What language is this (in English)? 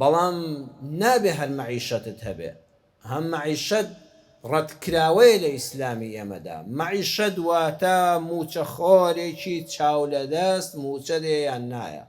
Central Kurdish